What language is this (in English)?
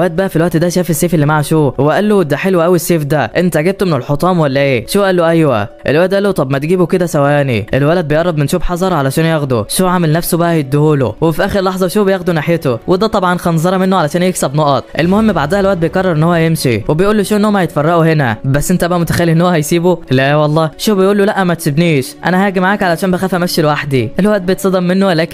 Egyptian Arabic